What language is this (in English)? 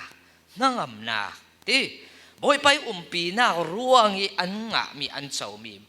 Falam Chin